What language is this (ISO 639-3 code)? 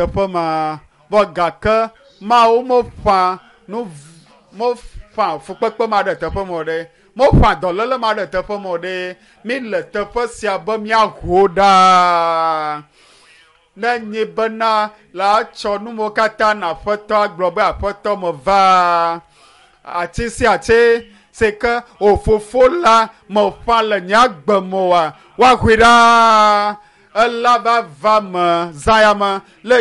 ewe